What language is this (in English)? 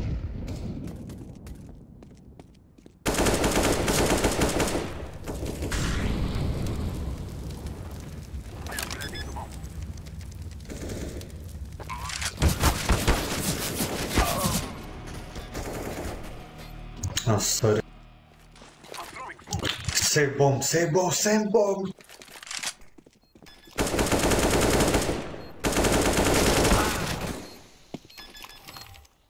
English